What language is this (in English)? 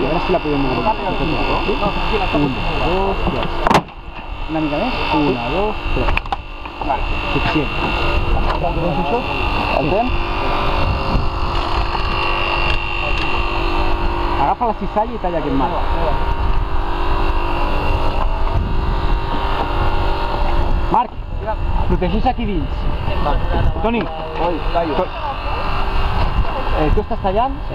Catalan